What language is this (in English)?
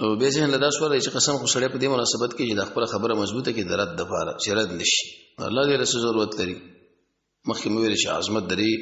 Pashto